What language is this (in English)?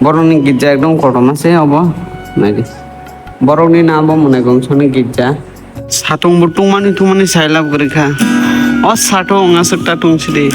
Kok Borok